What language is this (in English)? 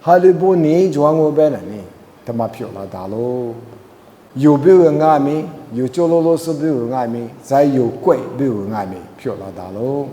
Lisu